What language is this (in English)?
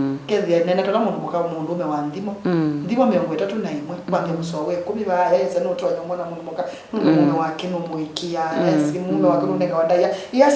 Kamba